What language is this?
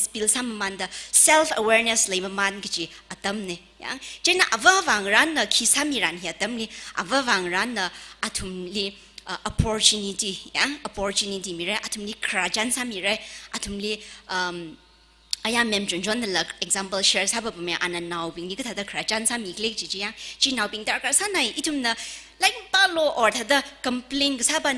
Tangkhul Naga (India)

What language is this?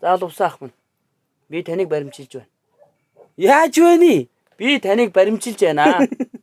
Mongolian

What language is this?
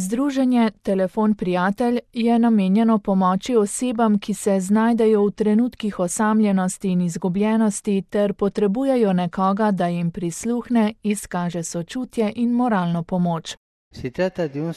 Slovenian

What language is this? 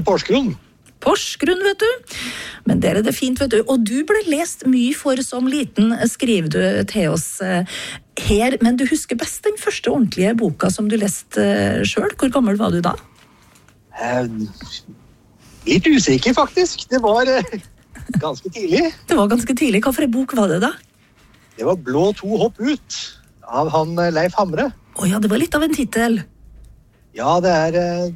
Norwegian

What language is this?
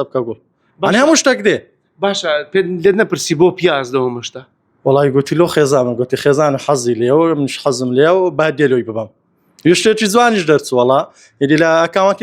Central Kurdish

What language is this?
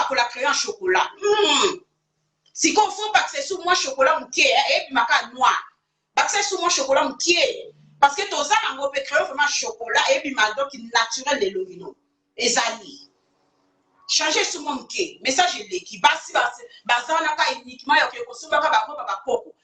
Lingala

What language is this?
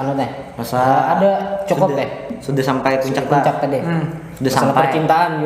Banjar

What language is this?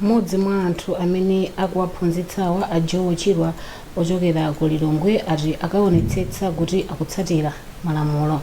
Nyanja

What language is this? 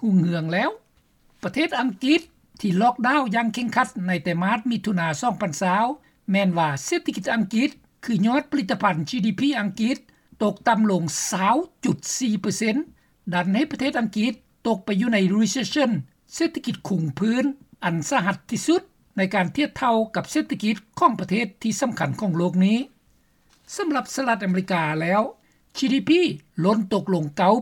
Lao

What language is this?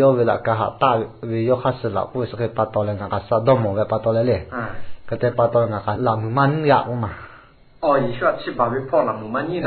Lahu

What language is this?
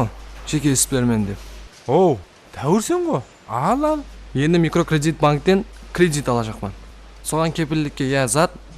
Kara-Kalpak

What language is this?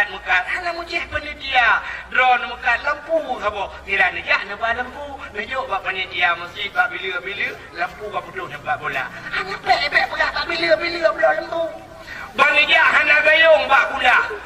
Achinese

